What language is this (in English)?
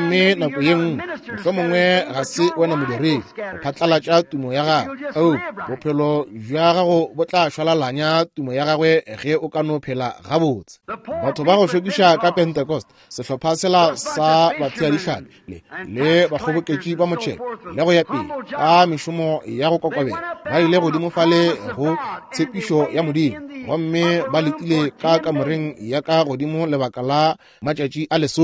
Northern Sotho